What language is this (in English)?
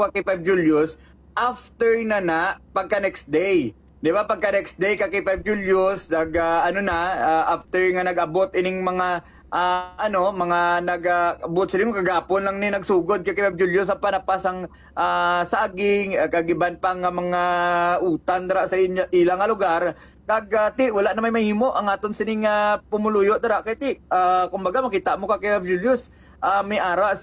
Hiligaynon